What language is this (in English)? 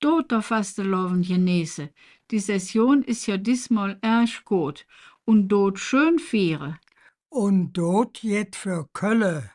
Colognian